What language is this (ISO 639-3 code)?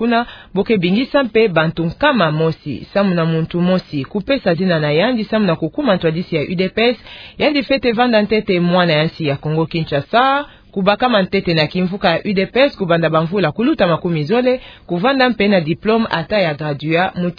ktu